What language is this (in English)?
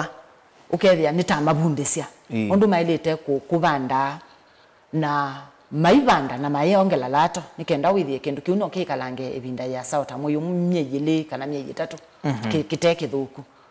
Kamba